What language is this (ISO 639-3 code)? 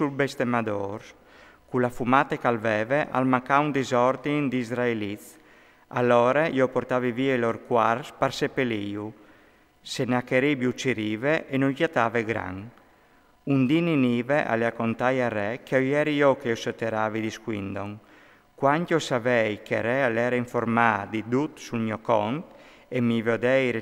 fur